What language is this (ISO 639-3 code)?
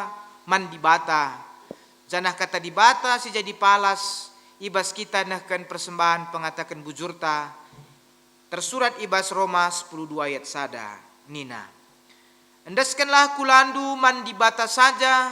btx